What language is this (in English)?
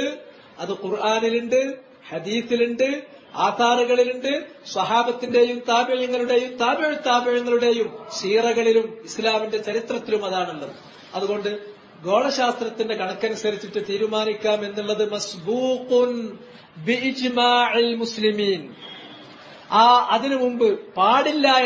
Malayalam